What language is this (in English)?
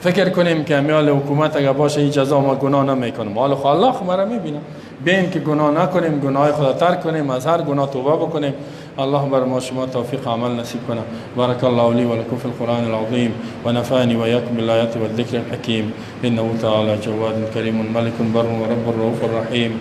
Persian